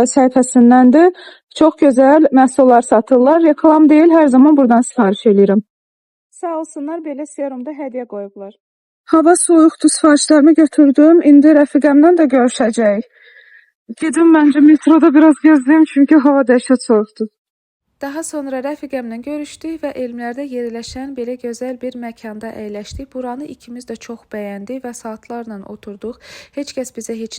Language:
Azerbaijani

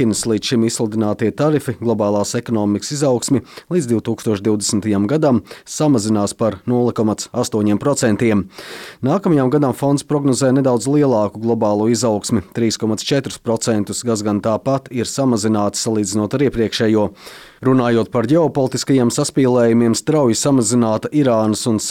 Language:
Latvian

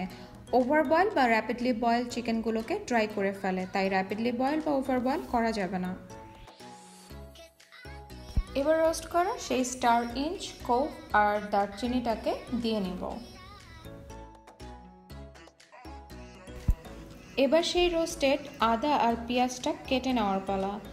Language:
Bangla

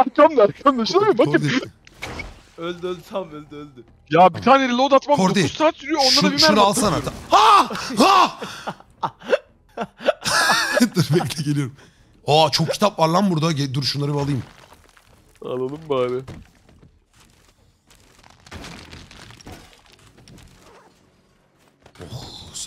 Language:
Turkish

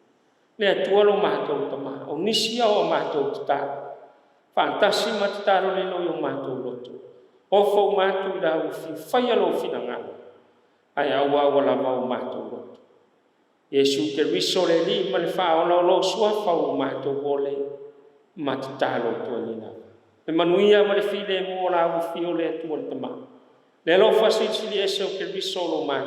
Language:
Samoan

